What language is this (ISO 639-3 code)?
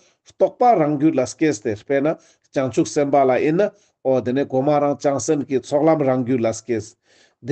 lbj